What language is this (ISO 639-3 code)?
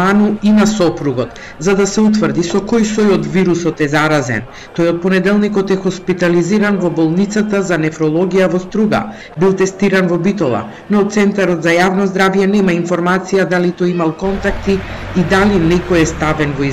mkd